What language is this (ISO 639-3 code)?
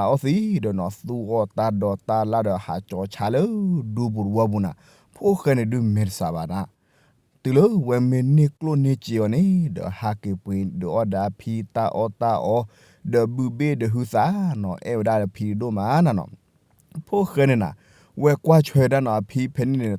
ksw